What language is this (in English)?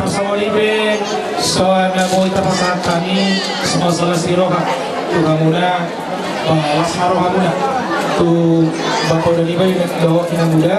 Batak Toba